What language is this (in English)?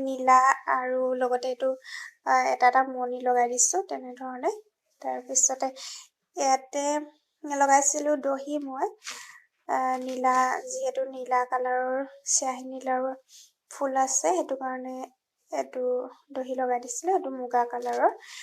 Assamese